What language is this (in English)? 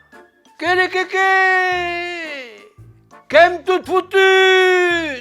Occitan